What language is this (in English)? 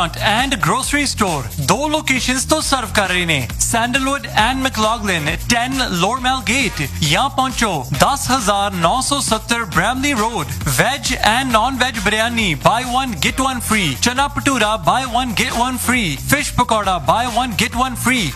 Punjabi